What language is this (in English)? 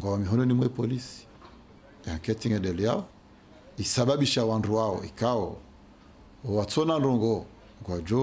Ngazidja Comorian